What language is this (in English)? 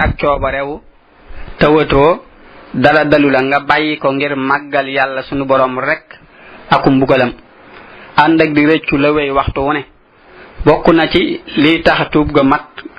Wolof